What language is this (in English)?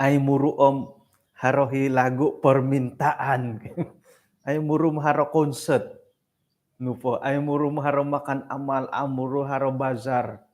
Central Dusun